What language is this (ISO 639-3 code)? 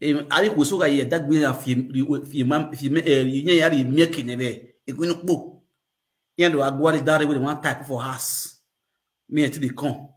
pcm